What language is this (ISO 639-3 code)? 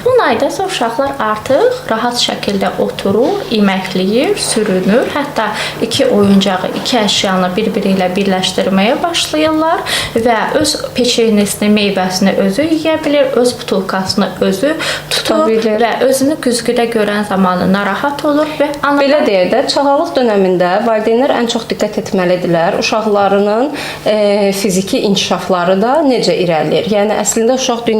aze